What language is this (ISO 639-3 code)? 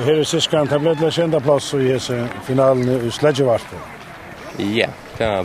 fao